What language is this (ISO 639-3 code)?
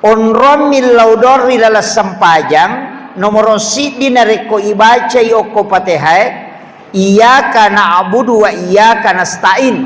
bug